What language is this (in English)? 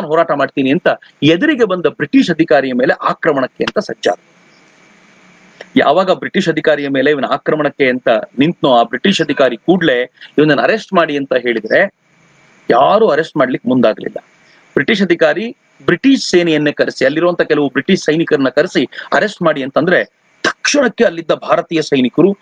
Kannada